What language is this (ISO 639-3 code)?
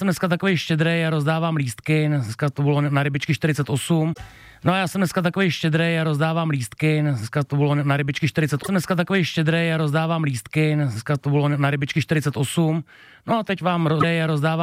ces